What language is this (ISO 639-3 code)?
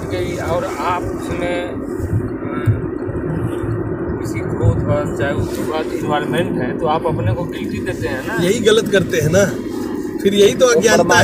hin